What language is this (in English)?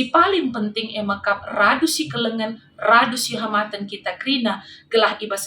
Batak Karo